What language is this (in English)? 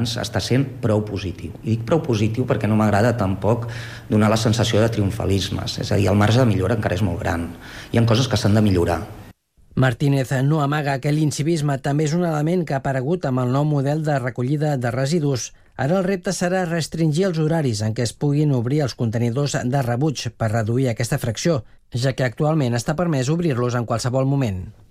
Catalan